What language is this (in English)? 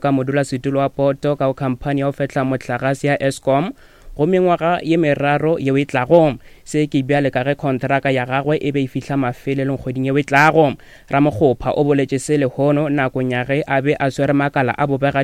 Northern Sotho